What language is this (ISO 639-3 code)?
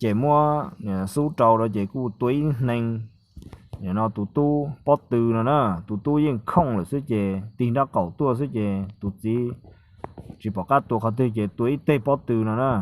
hmn